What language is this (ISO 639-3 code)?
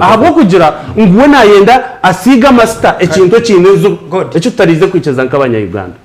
nyn